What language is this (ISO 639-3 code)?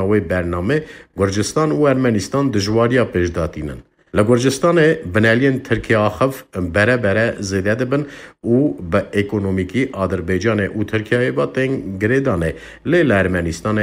kur